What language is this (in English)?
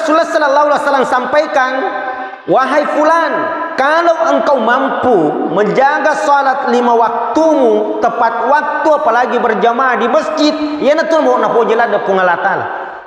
Buginese